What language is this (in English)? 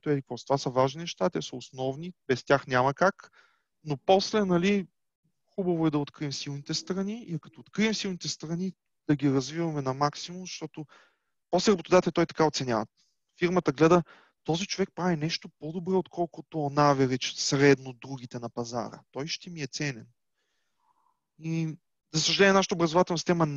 Bulgarian